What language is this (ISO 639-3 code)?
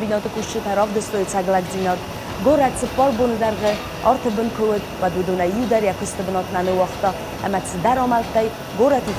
oss